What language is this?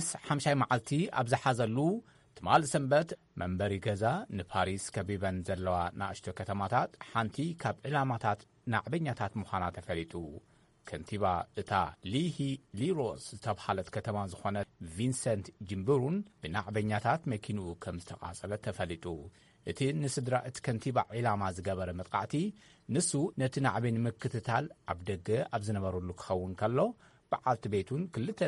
Tigrinya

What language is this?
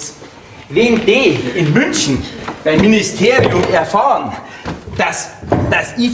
Bavarian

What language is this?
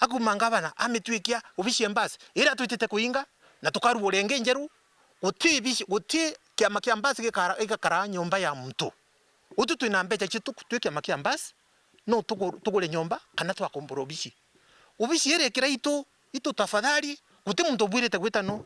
Meru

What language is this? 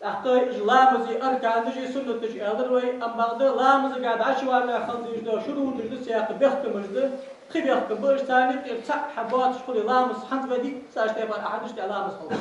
Ingush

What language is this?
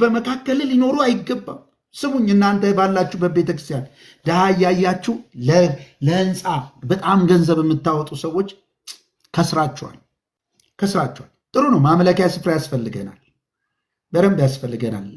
Amharic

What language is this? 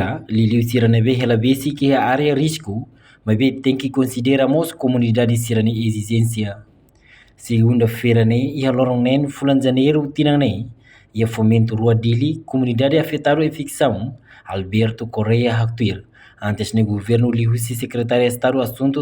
Tetum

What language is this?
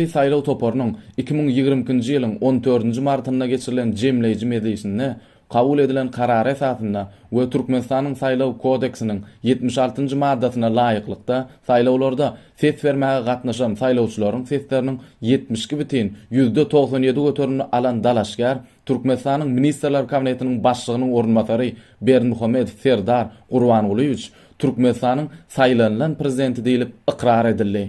Turkmen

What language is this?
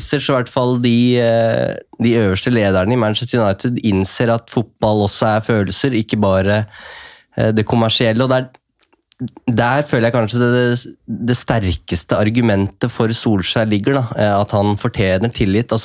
Norwegian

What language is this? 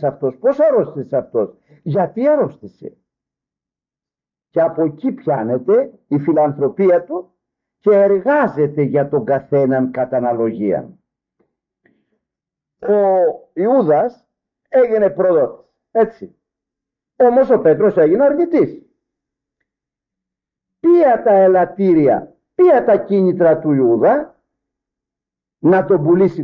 Greek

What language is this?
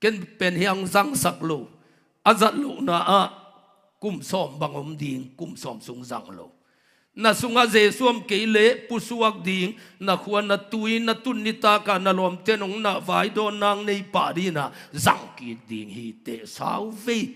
Tedim Chin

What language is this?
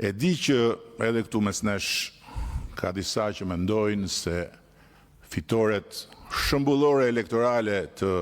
Albanian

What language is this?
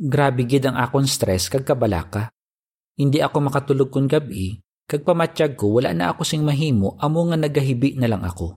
Hiligaynon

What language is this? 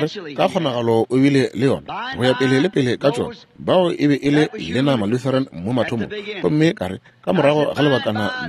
Northern Sotho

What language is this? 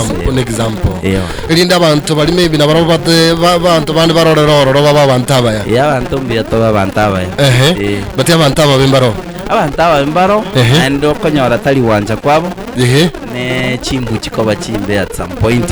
Gusii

